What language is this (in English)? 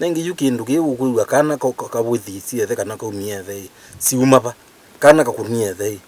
Kamba